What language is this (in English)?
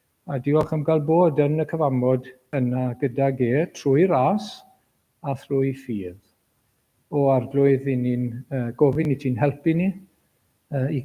Welsh